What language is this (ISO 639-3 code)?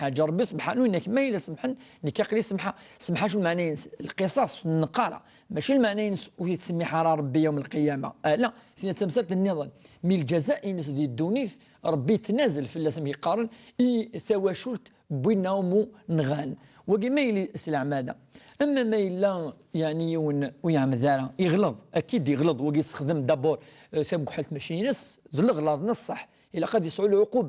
kab